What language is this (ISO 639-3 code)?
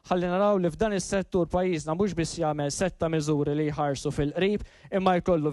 mlt